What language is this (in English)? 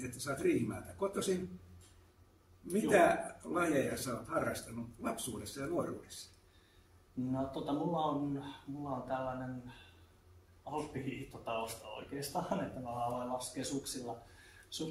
Finnish